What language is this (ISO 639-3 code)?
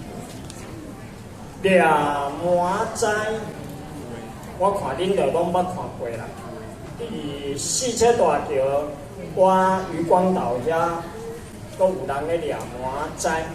nan